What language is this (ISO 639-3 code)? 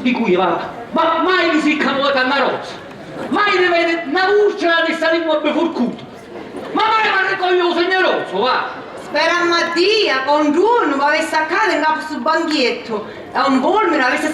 scn